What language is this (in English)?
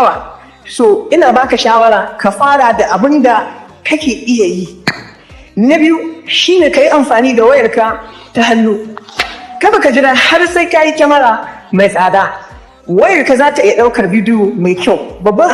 Hausa